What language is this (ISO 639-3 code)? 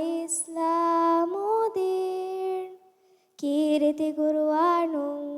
div